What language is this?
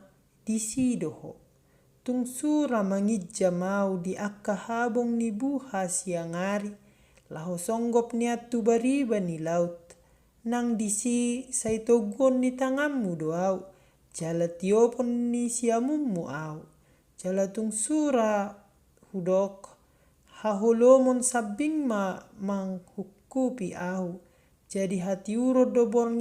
Batak Toba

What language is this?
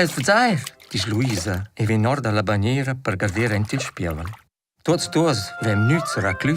Romansh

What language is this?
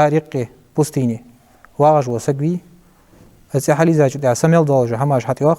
Ingush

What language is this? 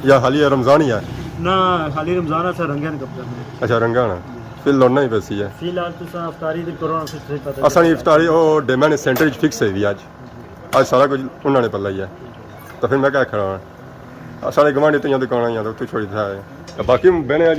Pahari-Potwari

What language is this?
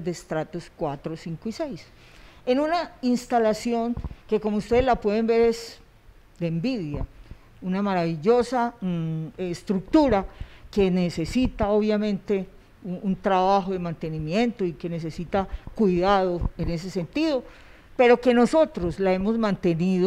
Spanish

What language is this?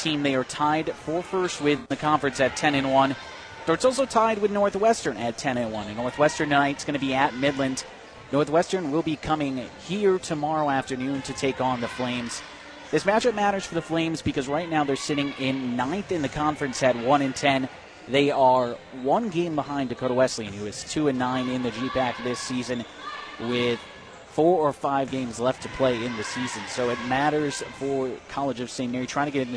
English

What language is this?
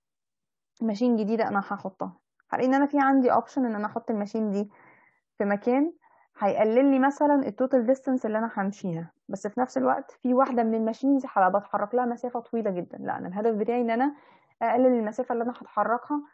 Egyptian Arabic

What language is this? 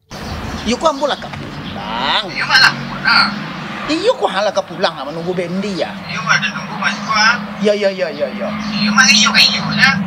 Minangkabau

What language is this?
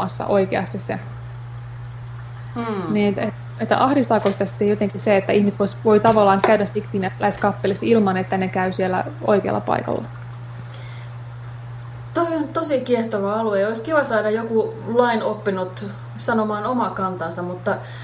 Finnish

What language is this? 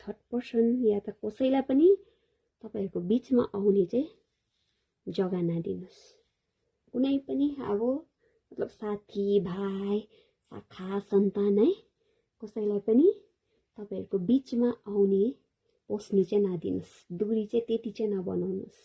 Nepali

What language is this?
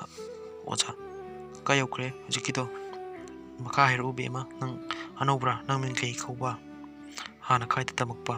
Manipuri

